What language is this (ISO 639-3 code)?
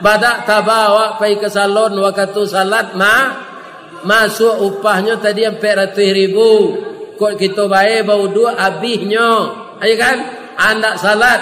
min